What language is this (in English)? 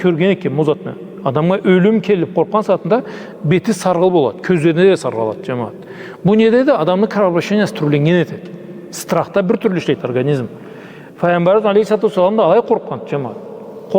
Karachay-Balkar